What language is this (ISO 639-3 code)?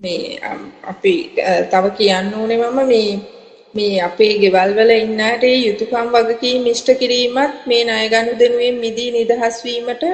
sin